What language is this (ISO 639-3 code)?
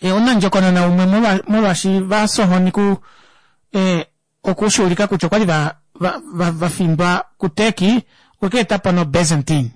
kua